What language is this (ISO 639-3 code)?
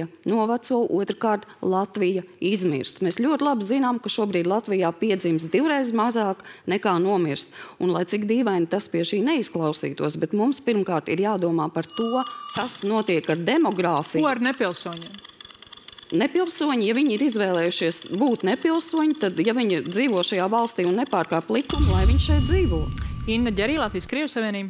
lav